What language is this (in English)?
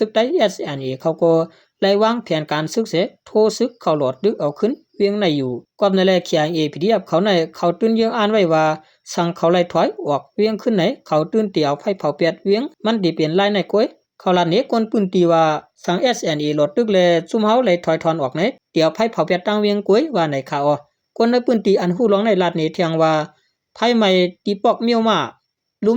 Shan